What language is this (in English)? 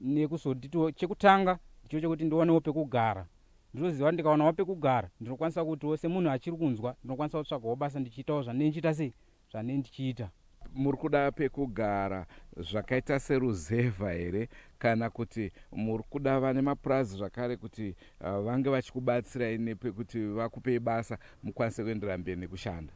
Shona